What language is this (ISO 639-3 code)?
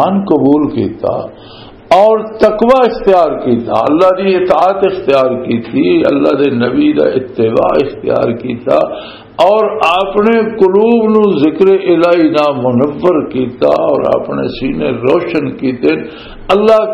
lah